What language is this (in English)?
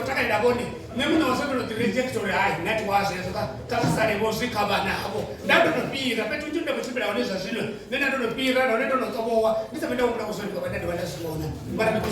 Venda